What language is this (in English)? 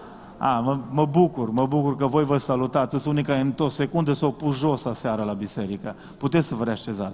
Romanian